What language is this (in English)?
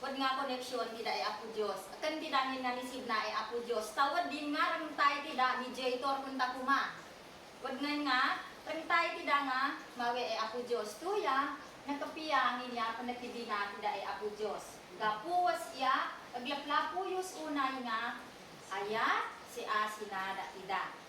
Isnag